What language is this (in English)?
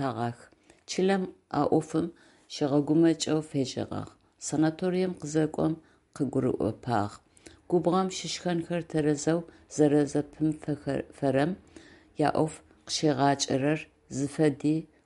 Adyghe